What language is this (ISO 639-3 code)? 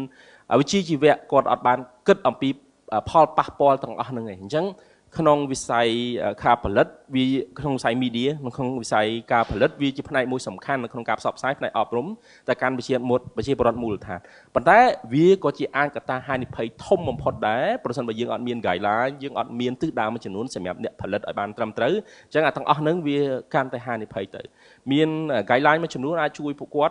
khm